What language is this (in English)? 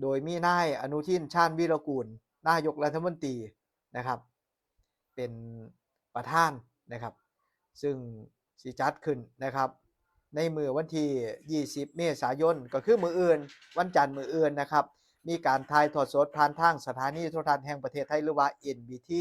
Northeastern Thai